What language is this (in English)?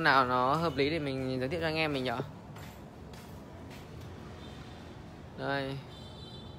Vietnamese